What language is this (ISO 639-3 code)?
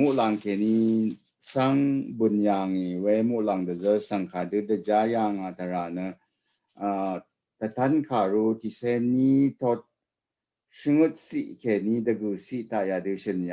raw